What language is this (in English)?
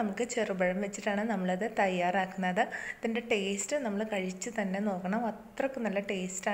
Malayalam